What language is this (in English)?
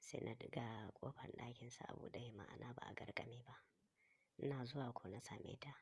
Hausa